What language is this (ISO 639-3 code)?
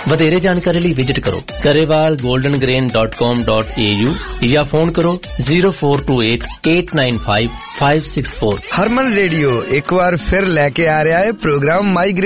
pan